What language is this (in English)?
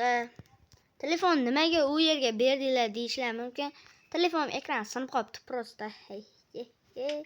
Uzbek